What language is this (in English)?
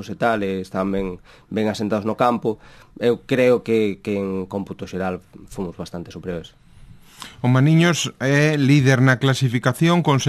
Galician